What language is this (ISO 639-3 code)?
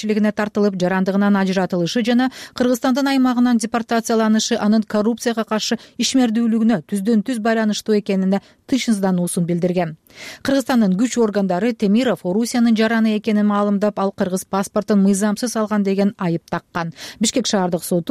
kir